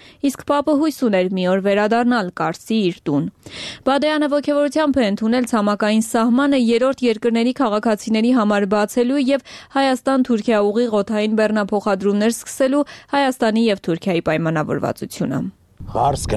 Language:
Armenian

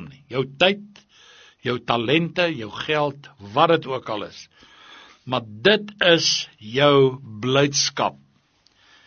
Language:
Afrikaans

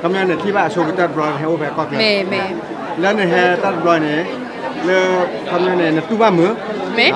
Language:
S'gaw Karen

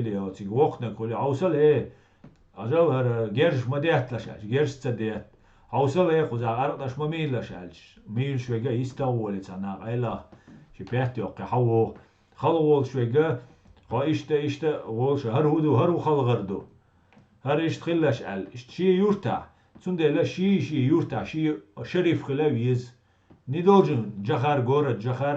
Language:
Chechen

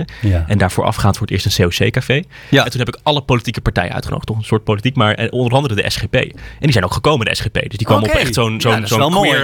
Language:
Dutch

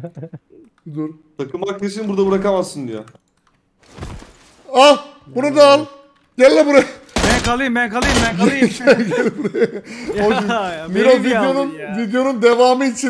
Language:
Turkish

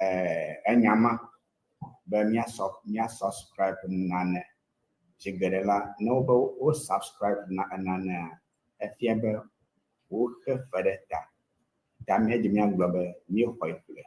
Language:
Ewe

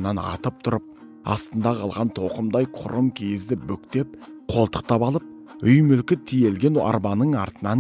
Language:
Kazakh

